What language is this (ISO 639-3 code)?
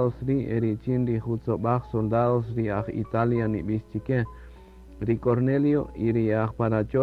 cak